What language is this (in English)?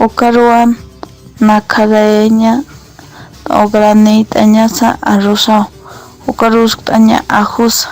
Aymara